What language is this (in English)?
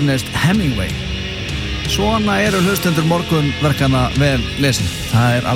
Icelandic